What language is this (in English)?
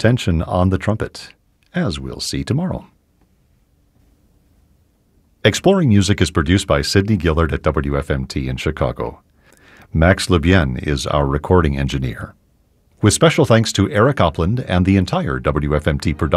English